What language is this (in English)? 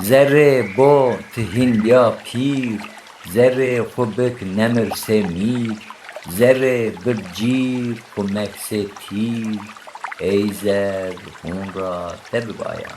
Zaza